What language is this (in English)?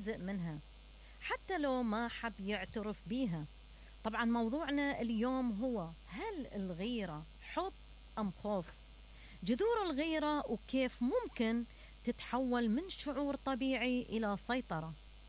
Mesopotamian Arabic